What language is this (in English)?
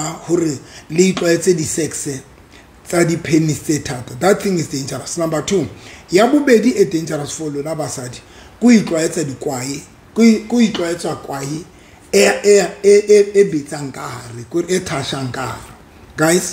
Southern Sotho